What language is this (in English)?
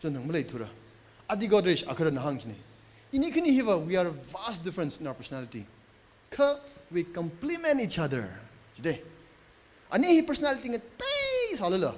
Tangkhul Naga (India)